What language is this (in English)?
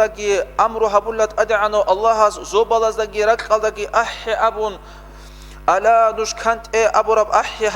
Avaric